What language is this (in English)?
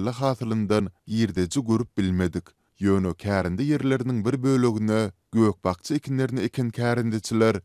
Turkmen